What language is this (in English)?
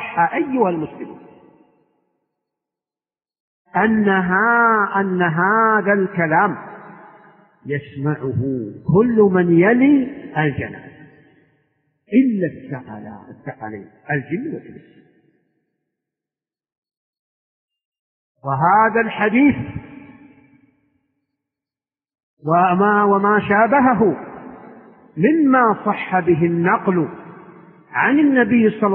Arabic